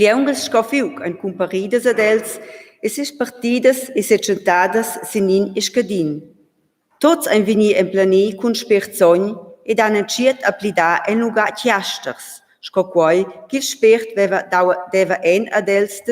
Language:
Romansh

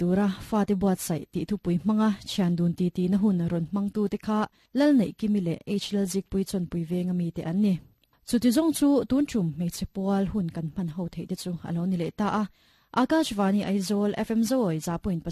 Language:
Mizo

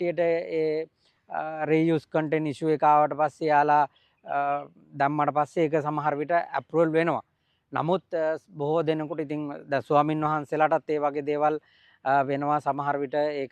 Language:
Sinhala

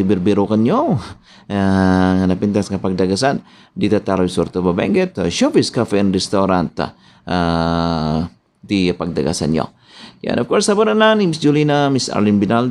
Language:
Iloko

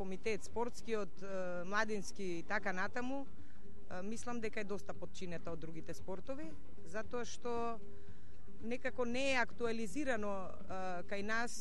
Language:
Macedonian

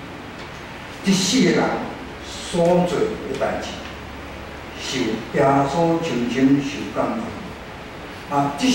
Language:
Min Nan Chinese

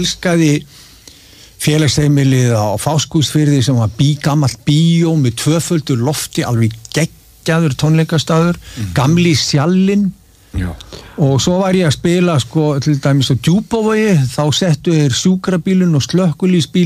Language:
Icelandic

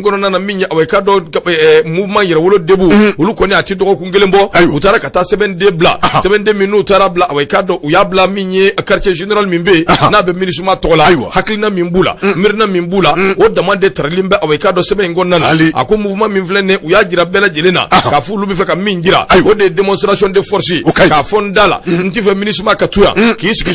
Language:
Bambara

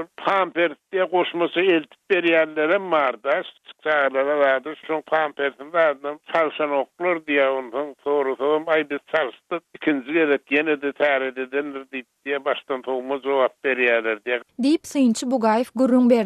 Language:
Turkmen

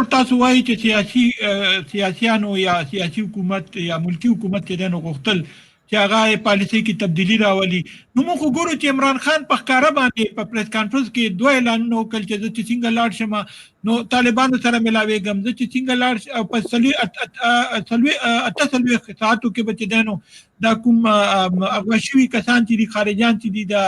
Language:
Pashto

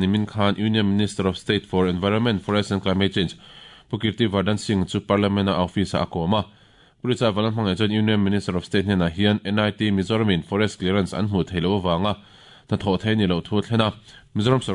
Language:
Mizo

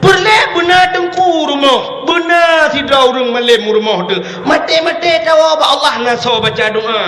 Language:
Achinese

